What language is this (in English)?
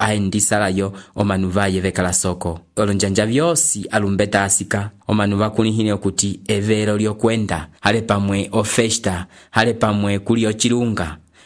Umbundu